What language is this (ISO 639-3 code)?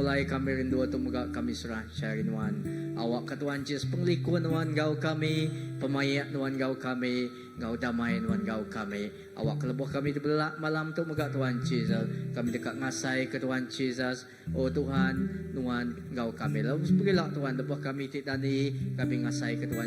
iba